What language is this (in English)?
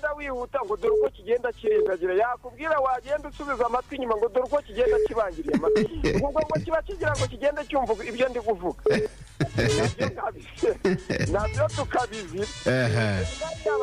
Kinyarwanda